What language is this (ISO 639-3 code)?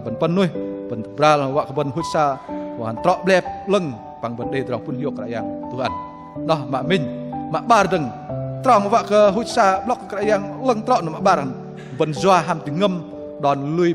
bdq